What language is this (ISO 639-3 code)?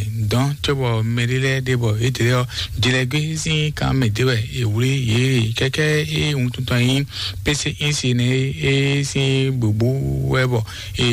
fon